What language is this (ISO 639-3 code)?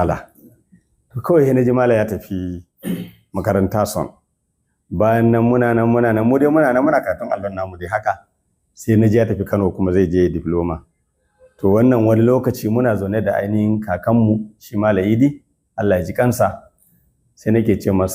hau